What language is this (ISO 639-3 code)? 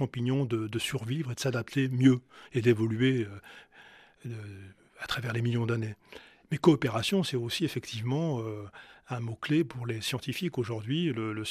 fra